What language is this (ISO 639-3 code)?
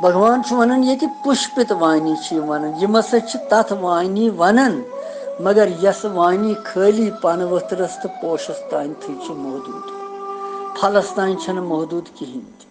kas